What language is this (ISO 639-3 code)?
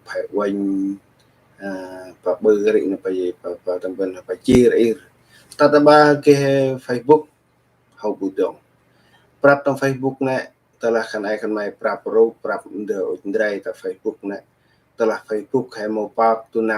cmo